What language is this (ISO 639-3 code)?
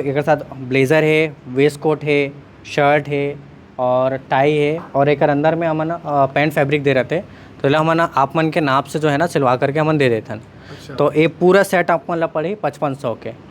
hne